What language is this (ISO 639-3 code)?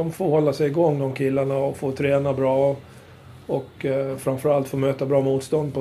swe